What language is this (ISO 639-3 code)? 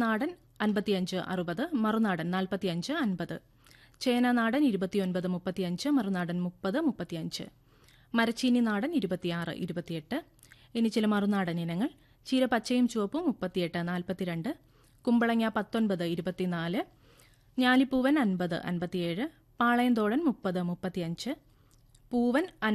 mal